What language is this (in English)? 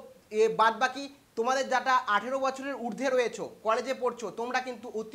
Bangla